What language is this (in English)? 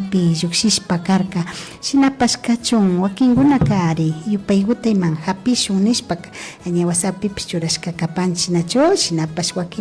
Imbabura Highland Quichua